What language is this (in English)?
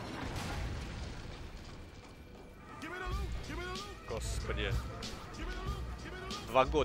Russian